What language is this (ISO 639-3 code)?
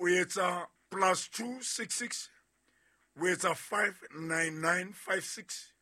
sot